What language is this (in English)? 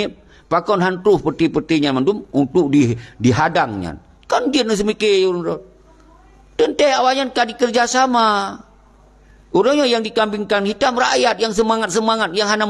Achinese